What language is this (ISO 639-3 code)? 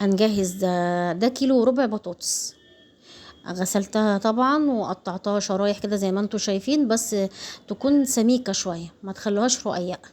arz